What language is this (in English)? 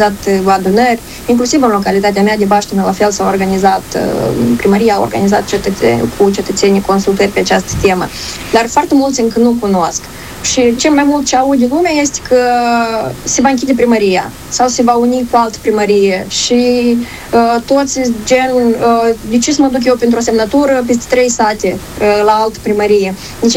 Romanian